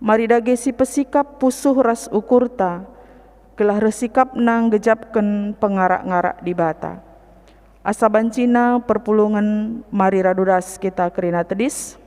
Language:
Batak Karo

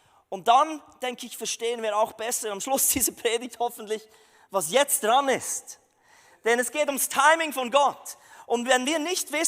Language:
Swiss German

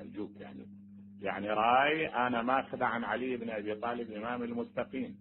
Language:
Mesopotamian Arabic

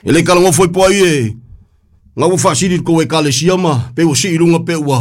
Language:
Samoan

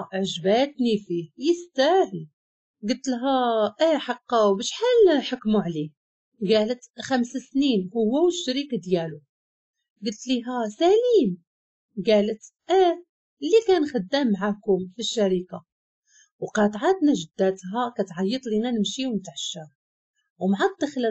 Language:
Moroccan Arabic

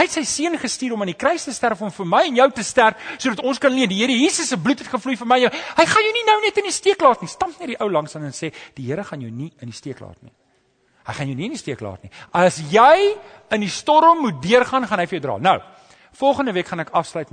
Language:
Afrikaans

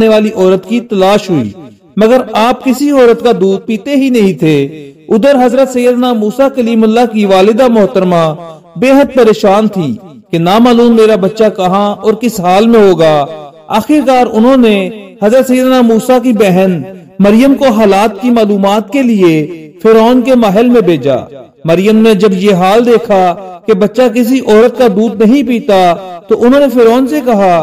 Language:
Urdu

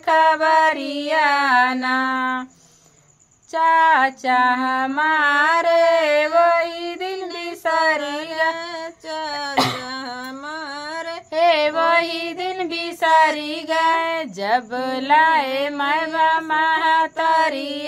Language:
Bhojpuri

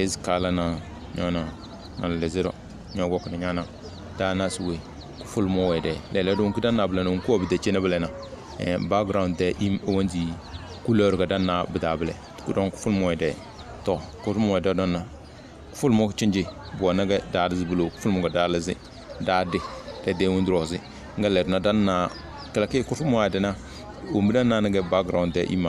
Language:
Tem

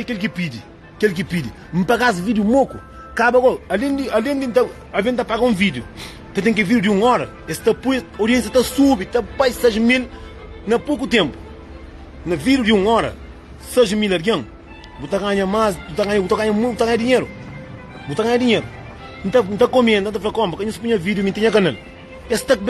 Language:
Kabuverdianu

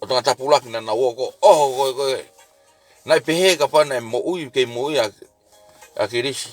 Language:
Tongan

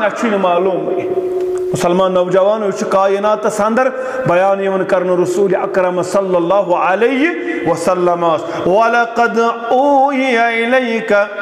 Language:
Kashmiri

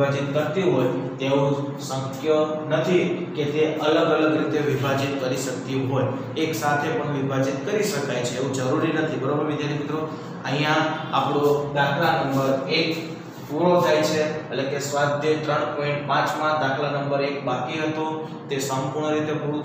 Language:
Gujarati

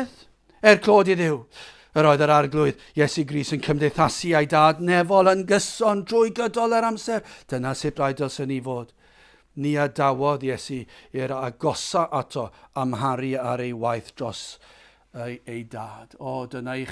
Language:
Welsh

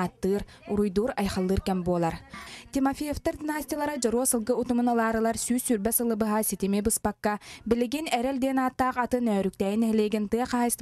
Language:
Yakut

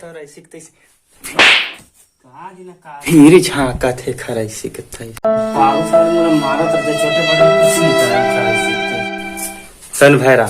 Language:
Chhattisgarhi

